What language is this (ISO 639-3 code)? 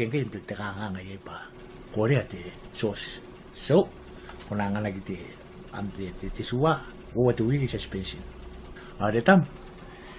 gil